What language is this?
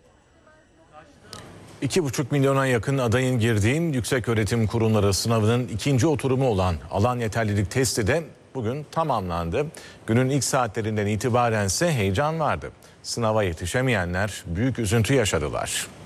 Turkish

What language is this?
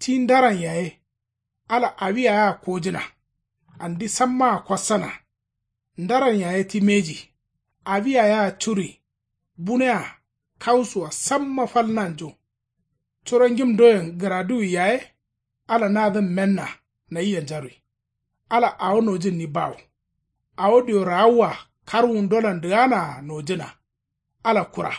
Kanuri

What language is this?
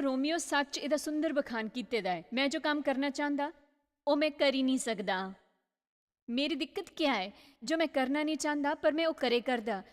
Dogri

